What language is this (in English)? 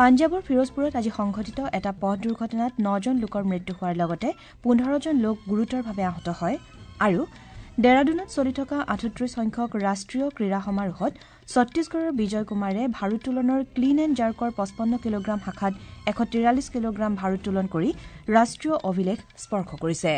Assamese